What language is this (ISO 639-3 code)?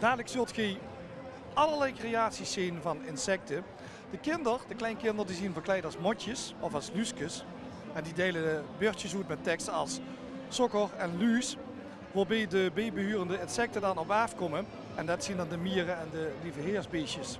lim